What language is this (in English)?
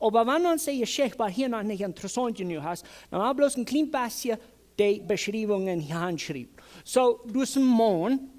Plautdietsch